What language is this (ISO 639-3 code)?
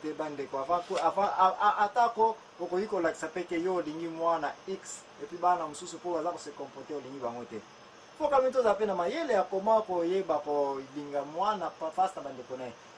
lin